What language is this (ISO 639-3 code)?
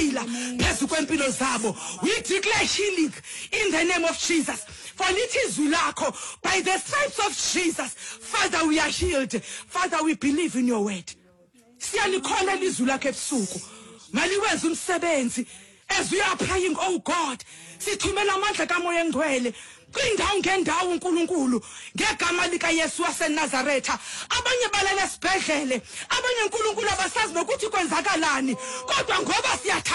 xho